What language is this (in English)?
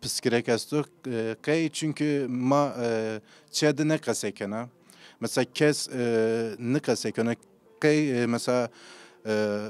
Zaza